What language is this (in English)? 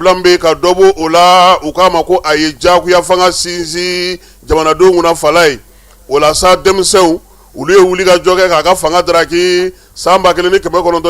Bambara